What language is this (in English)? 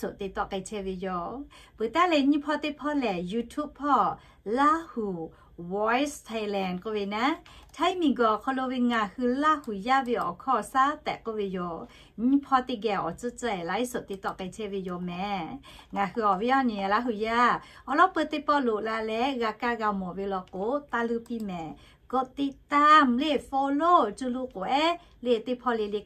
Lahu